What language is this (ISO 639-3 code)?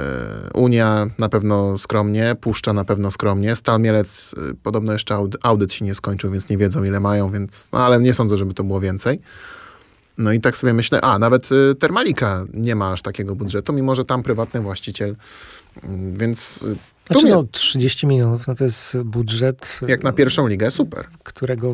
pol